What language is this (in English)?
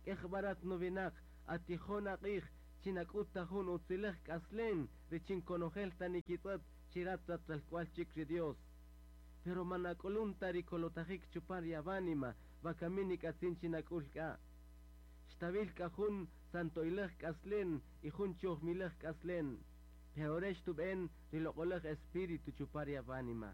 Kaqchikel